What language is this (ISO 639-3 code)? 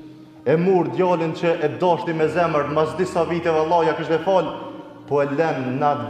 sqi